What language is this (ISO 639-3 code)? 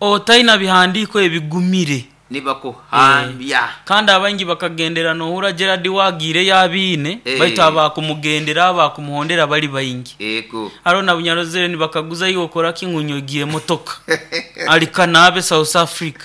nyn